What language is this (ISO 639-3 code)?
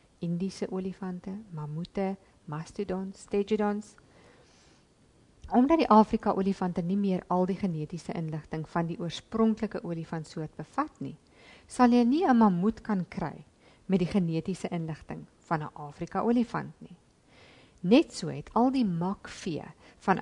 afr